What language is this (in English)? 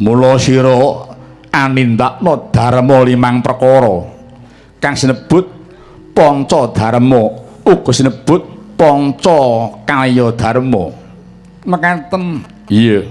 Javanese